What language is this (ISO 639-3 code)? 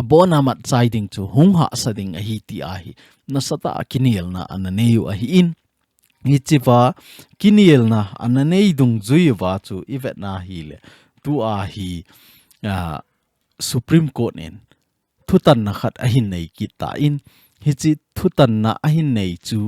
tcz